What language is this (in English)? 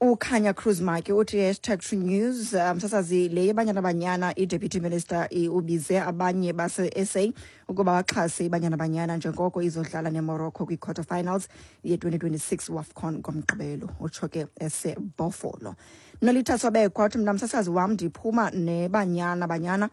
Xhosa